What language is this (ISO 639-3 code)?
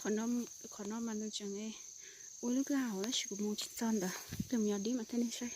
hmn